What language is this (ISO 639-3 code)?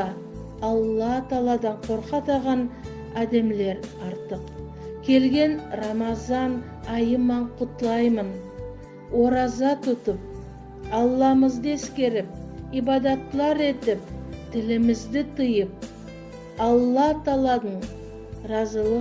nog